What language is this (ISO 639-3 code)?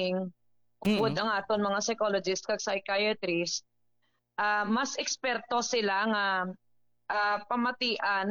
hil